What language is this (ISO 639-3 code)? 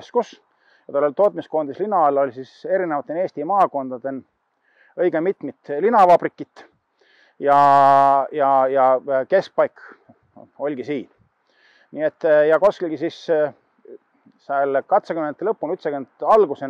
est